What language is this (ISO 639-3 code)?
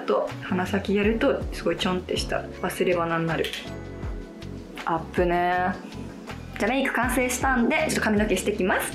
jpn